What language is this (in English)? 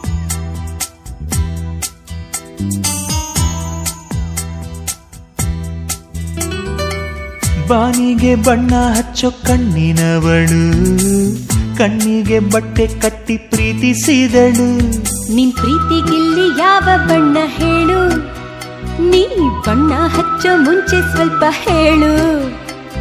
Kannada